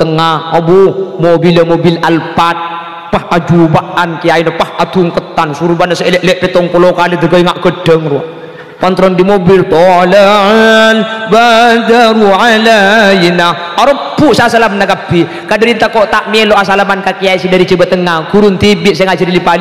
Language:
Madurese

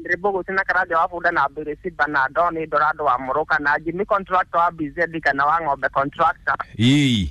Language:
Kikuyu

